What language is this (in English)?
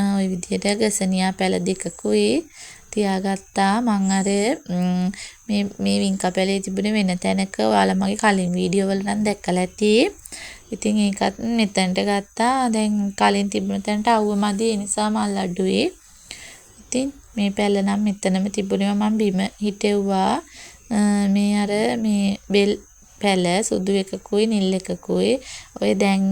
Sinhala